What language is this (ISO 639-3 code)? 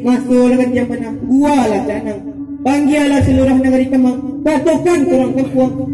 min